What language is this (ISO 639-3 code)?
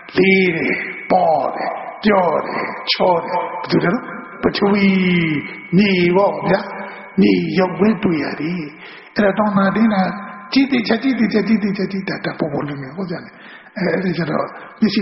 mya